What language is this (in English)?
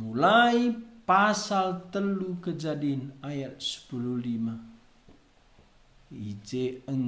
Batak Karo